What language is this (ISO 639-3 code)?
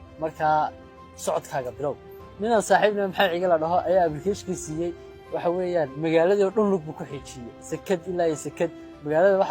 som